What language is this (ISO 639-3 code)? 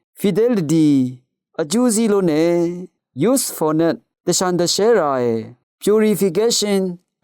raw